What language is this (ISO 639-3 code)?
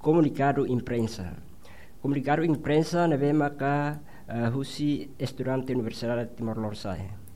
tet